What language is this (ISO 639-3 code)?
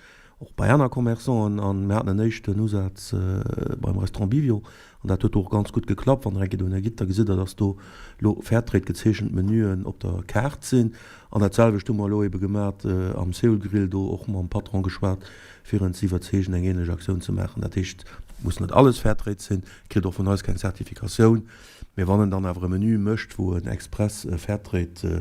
ltz